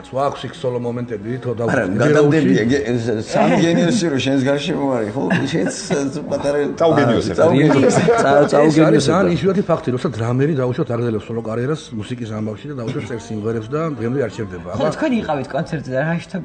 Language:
Georgian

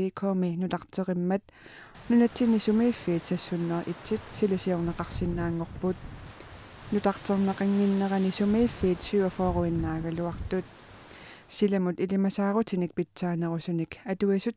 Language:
Kalaallisut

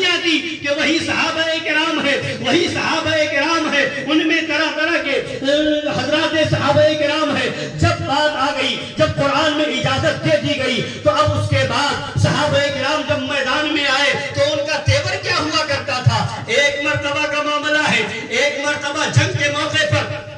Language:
Urdu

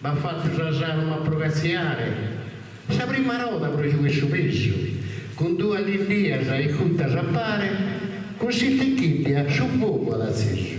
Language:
Sardinian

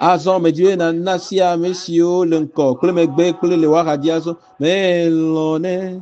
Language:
Ewe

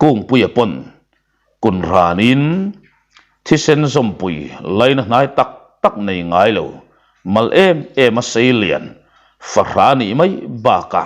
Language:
Mizo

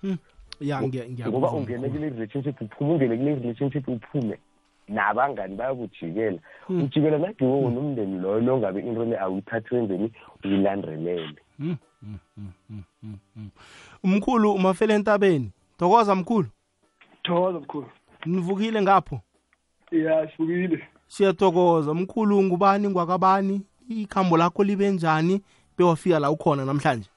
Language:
South Ndebele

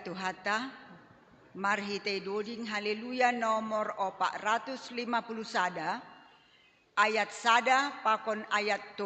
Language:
Batak Simalungun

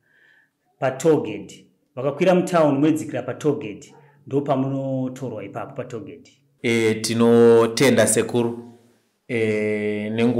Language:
Shona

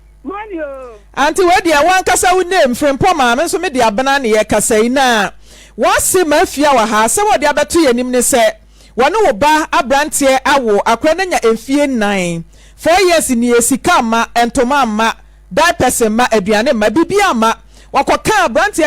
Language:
Akan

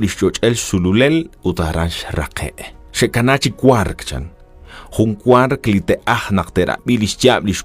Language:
Kekchí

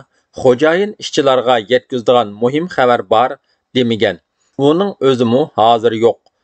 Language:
Uyghur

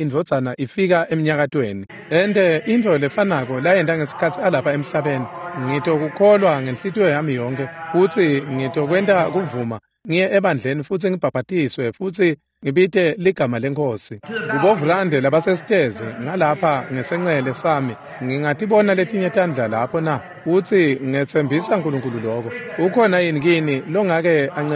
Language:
Swati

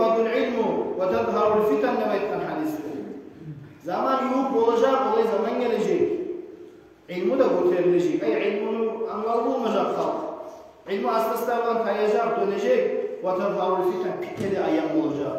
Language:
Kumyk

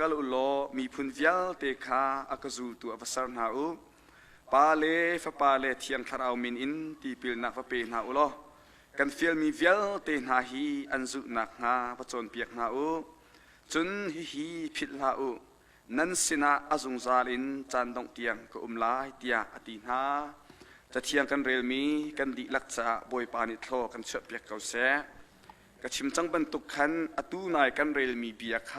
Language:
Hakha Chin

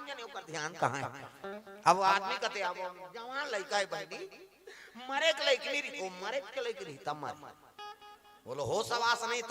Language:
Chhattisgarhi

